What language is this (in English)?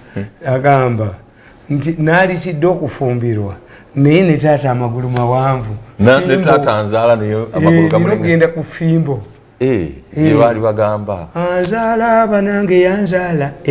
Ganda